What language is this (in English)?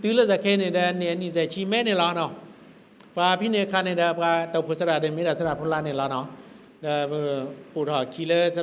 S'gaw Karen